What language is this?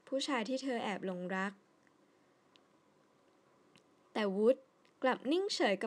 Thai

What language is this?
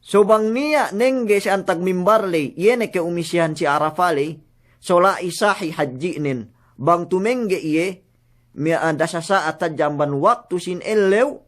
Yakan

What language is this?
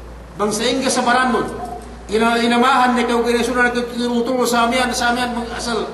Yakan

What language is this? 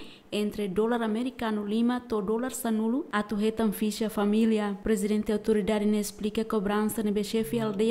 Tetum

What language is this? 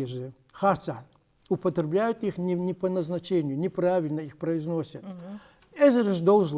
Ingush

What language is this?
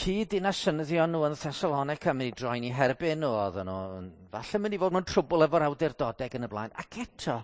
Welsh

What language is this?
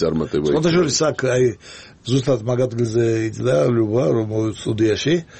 Georgian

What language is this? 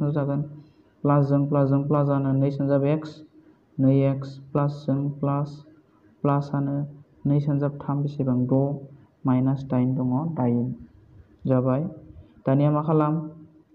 Bodo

